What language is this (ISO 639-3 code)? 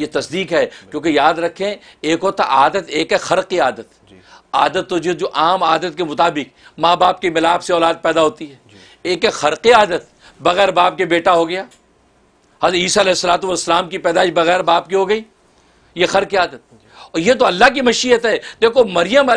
urd